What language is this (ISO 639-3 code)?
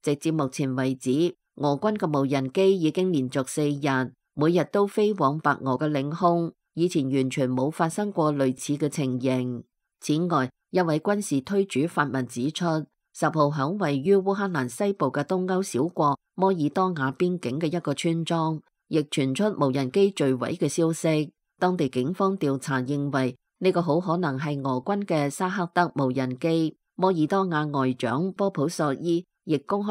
yue